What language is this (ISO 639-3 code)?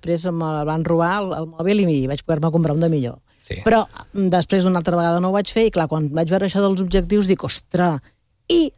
cat